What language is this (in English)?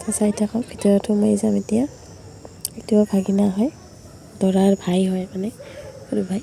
Assamese